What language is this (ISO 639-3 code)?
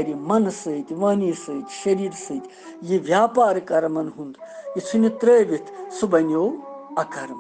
kas